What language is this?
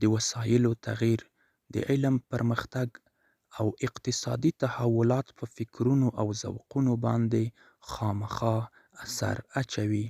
Pashto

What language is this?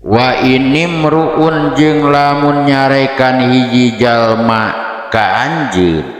Sundanese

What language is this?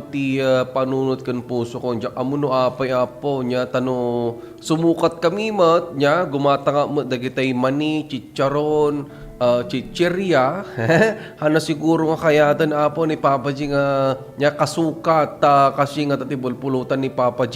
Iloko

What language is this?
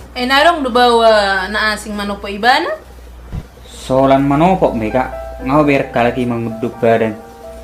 Batak Toba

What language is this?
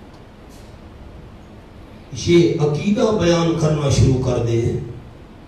Urdu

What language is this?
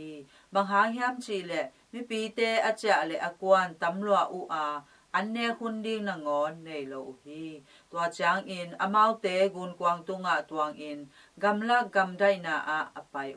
Tedim Chin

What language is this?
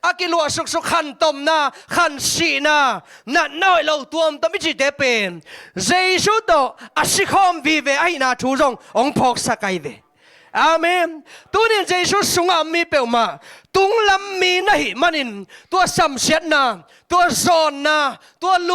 Tedim Chin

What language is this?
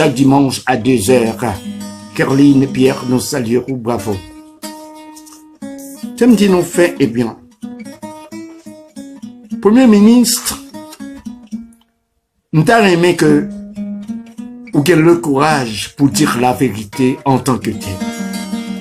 Haitian Creole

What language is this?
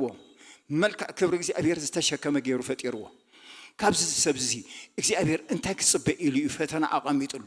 Tigrinya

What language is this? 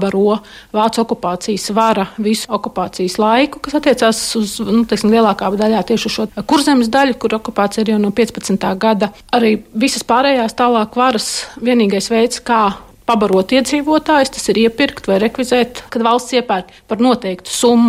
Latvian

